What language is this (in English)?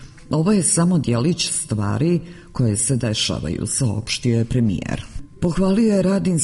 Serbian